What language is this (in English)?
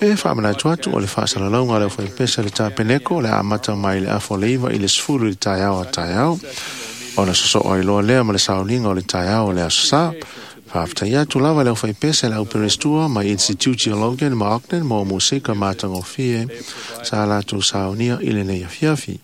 Samoan